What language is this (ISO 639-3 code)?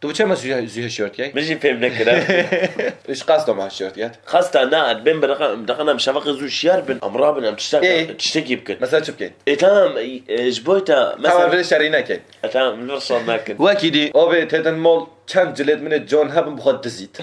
kur